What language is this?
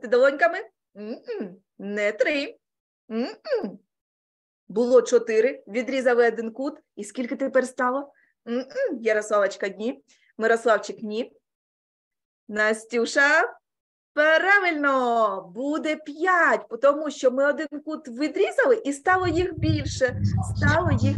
Ukrainian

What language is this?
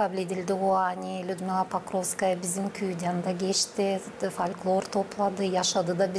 Gagauz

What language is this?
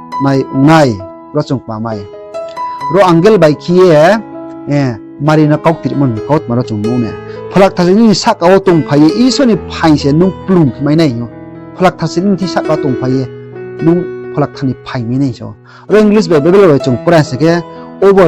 Riang (India)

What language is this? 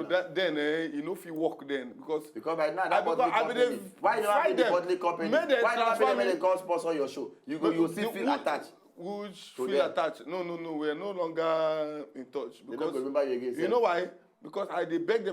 Nigerian Pidgin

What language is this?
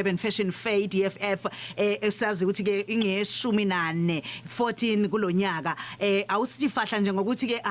Zulu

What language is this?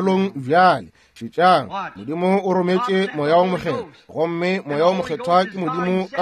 Northern Sotho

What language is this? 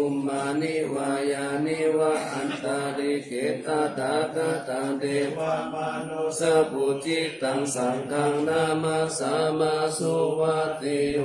Pali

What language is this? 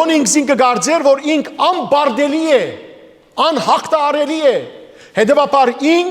Western Armenian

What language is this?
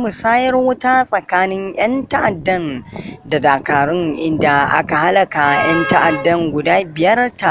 Hausa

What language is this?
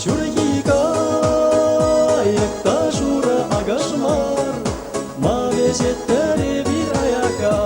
Chuvash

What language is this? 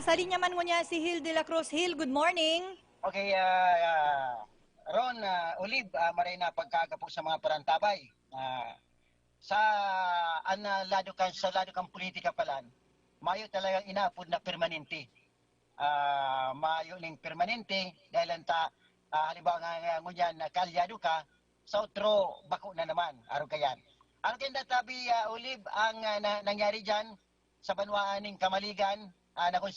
Bikol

